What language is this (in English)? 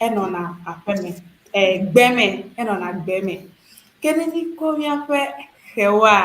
Ewe